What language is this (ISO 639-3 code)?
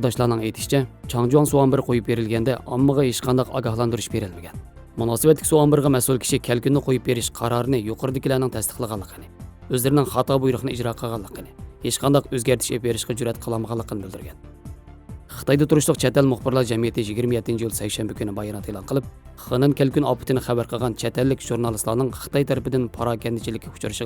uig